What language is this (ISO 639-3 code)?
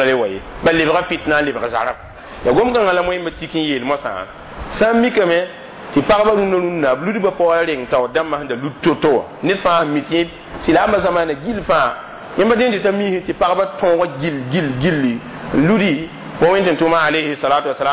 mos